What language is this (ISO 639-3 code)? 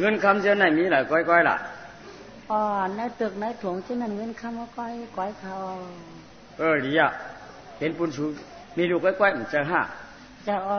shn